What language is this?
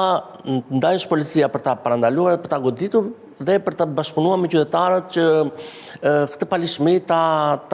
Albanian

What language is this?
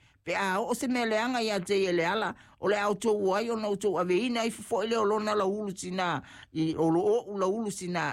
Samoan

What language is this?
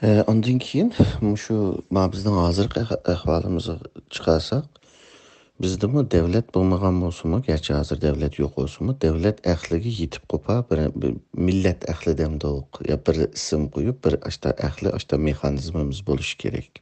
Uyghur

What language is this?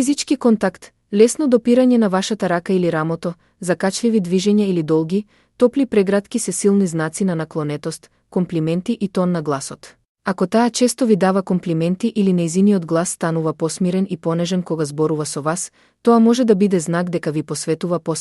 Macedonian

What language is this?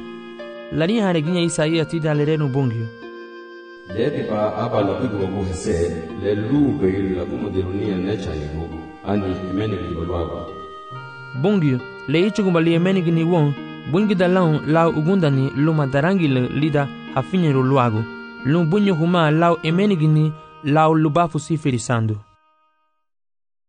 Garifuna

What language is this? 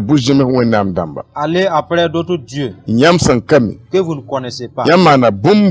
Mossi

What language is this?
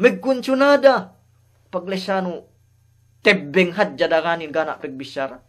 Yakan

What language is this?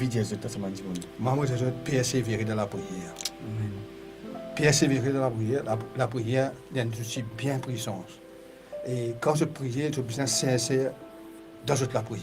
Morisyen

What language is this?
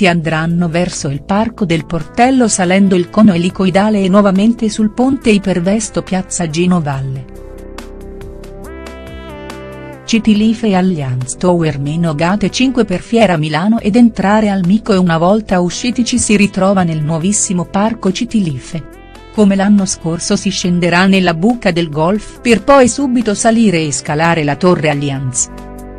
Italian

